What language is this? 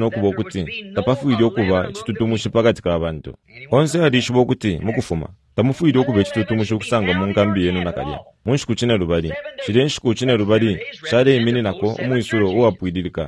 Bemba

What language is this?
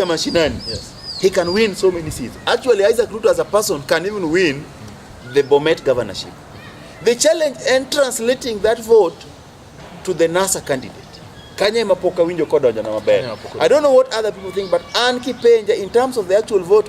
Luo (Kenya and Tanzania)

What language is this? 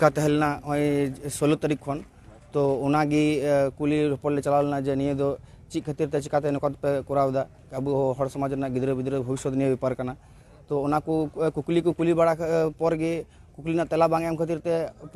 Santali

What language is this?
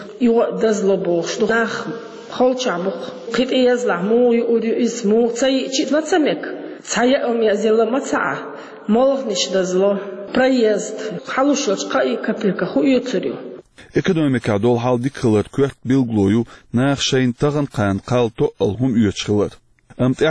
Chechen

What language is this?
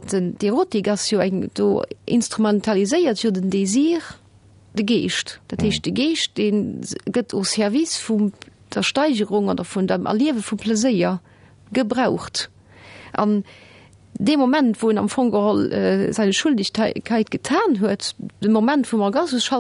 Luxembourgish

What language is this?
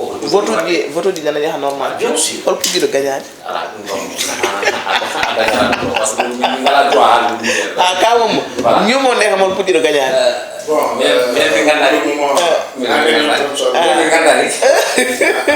Fula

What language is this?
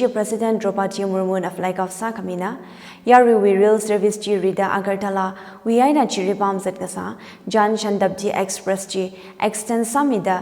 Tangkhul Naga (India)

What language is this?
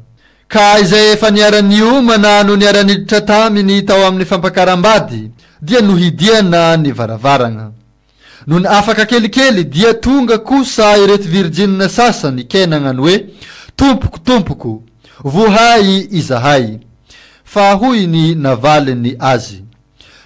Malagasy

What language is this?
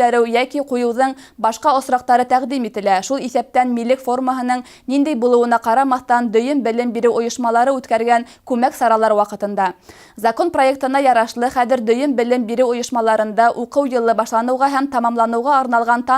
Bashkir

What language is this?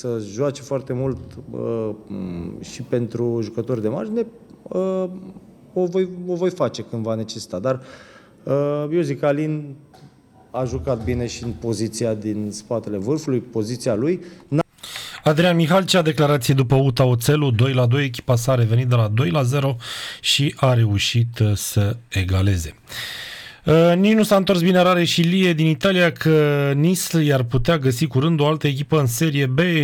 Romanian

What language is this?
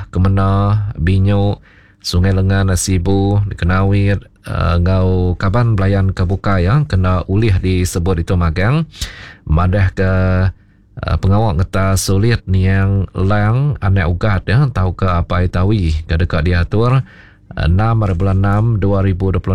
Iban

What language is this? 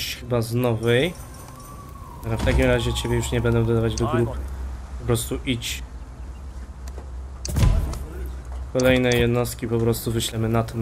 Polish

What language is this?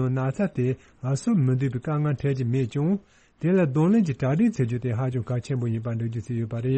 Tibetan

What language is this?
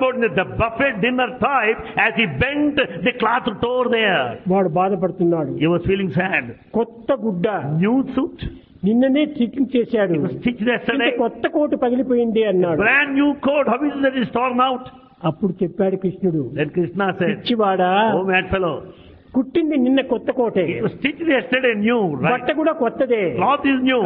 Telugu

